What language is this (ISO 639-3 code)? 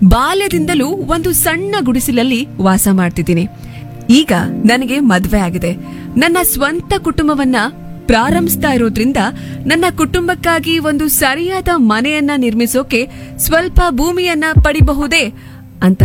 kan